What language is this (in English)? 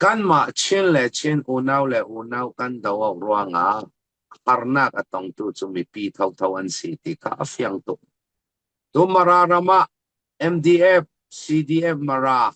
Falam Chin